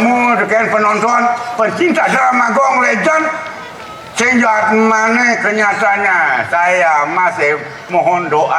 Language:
Balinese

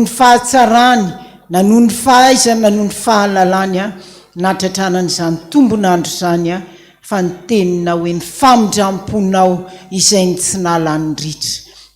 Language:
Malagasy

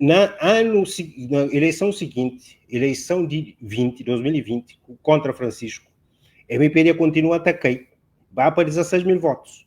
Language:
Kabuverdianu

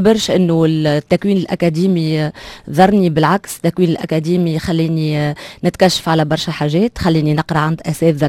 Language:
Tunisian Arabic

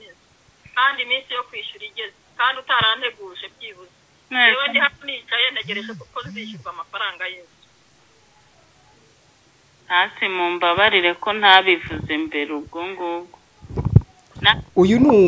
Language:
Kinyarwanda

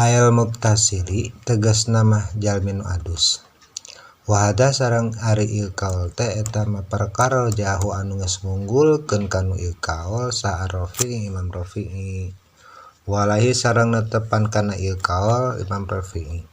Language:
Sundanese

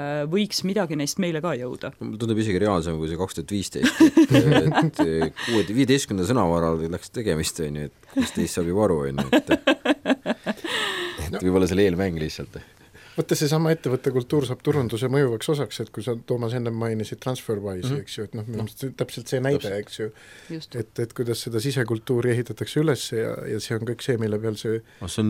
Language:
Estonian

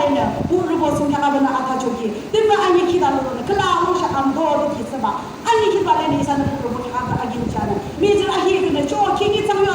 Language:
Yimchungru Naga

